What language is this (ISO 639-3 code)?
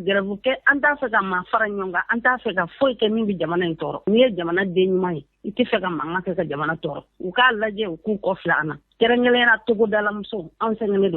bam